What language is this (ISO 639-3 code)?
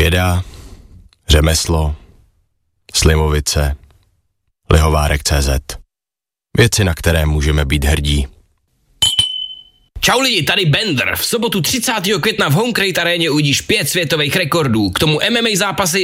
ces